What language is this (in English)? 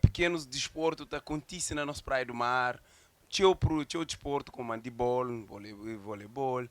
Kabuverdianu